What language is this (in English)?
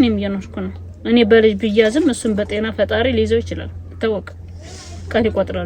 Amharic